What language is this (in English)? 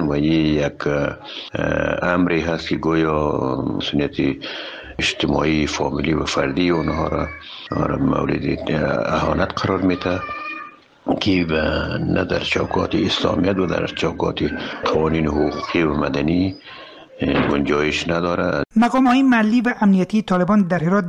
Persian